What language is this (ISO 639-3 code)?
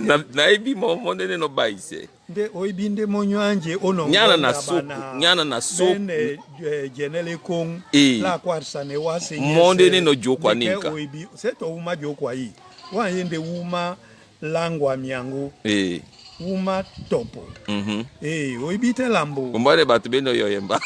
dua